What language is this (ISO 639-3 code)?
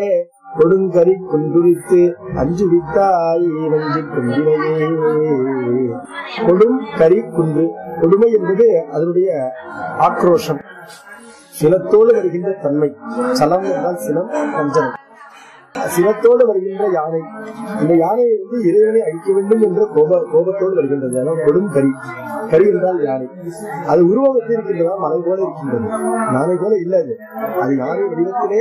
tam